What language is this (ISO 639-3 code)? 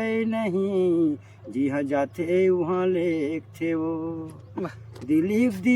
hne